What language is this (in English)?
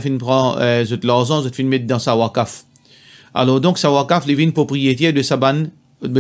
Morisyen